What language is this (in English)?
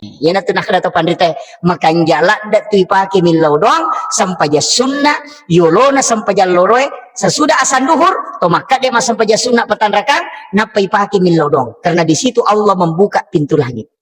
Buginese